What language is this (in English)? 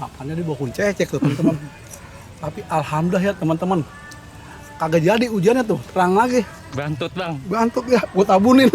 Betawi